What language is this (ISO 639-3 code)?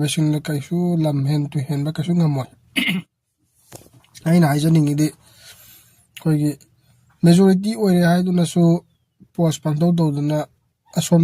mni